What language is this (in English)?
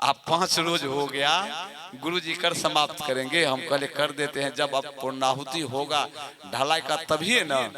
Maithili